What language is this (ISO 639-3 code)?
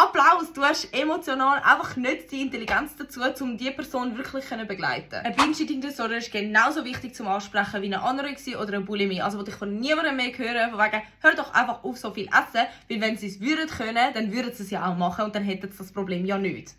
gsw